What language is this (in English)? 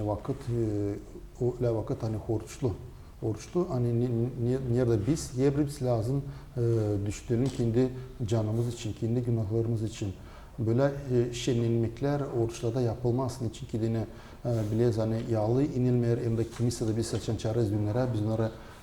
Gagauz